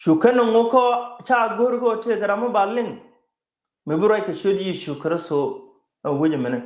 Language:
Nuer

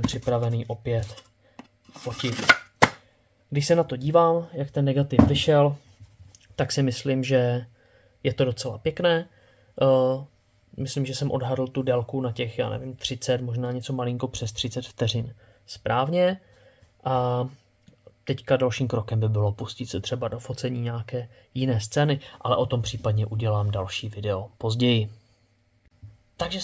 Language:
Czech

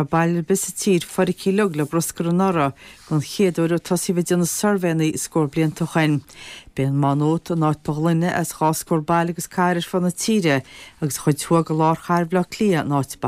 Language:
Irish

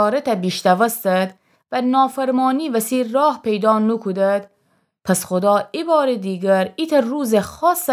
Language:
Gilaki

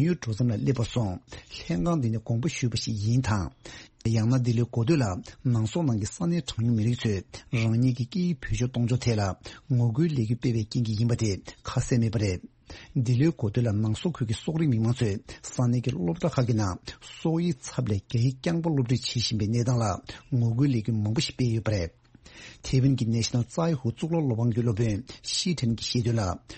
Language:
Tibetan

